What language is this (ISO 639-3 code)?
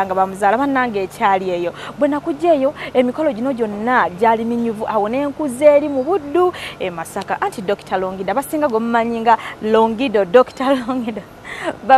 lug